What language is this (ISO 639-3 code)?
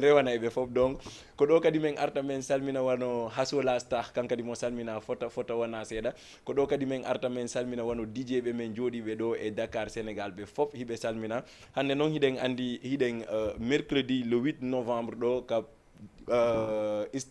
ful